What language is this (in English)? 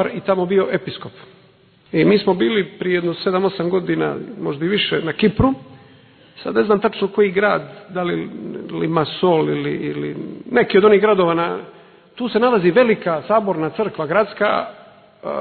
Serbian